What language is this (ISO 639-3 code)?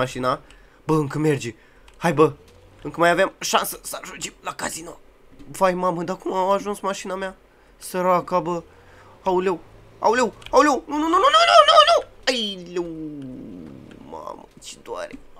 ron